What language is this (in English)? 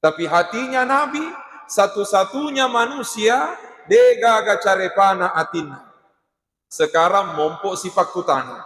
Buginese